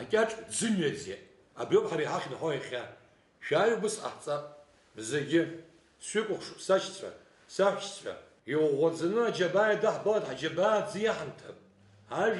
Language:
Abkhazian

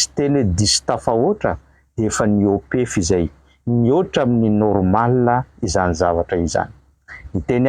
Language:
Malagasy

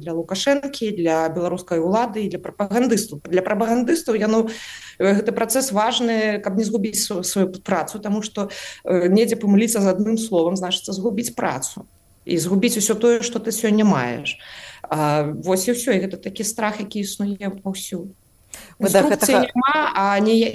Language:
Belarusian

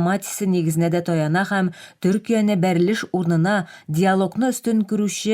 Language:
Tatar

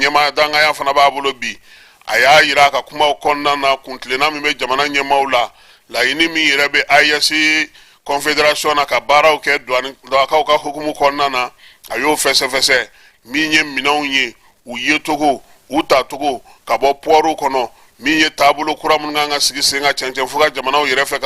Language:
Bambara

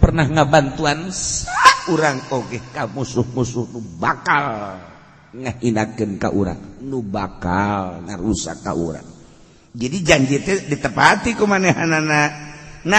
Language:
Sundanese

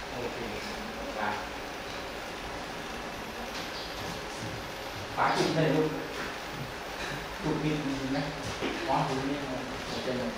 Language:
Thai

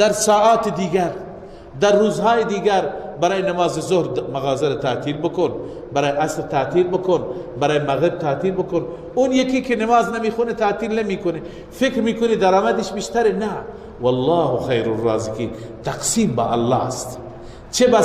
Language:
Persian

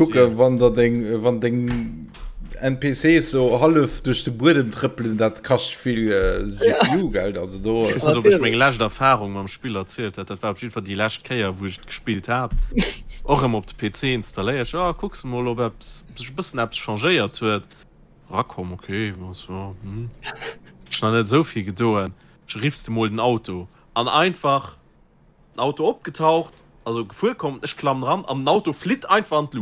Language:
Luxembourgish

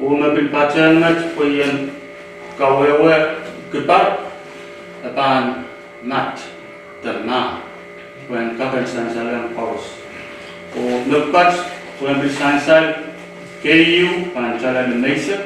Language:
Pohnpeian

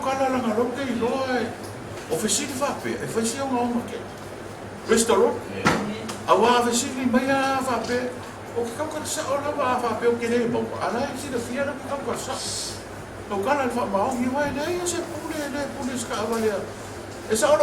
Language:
Samoan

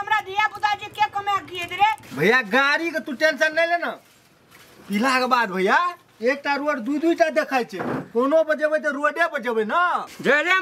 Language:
Maithili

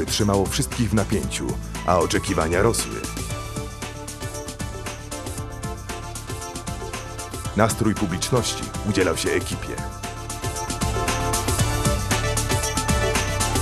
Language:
Polish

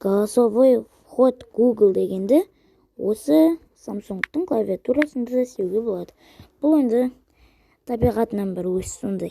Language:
Kazakh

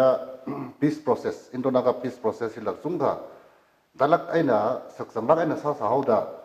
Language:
Tangkhul Naga (India)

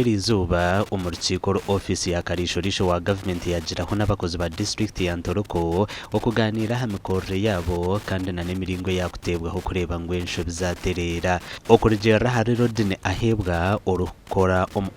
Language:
Nyankole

